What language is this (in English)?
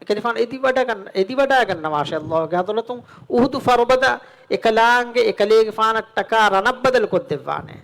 Divehi